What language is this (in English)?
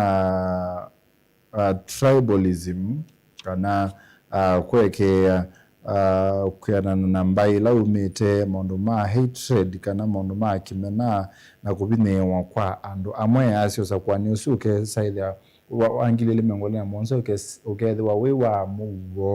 Kamba